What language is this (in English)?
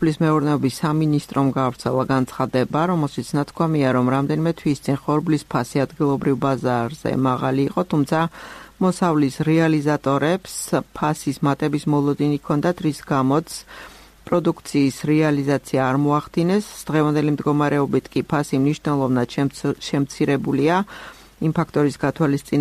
Georgian